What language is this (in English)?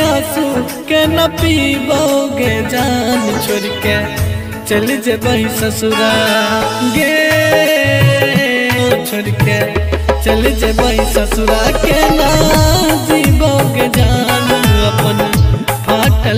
Bhojpuri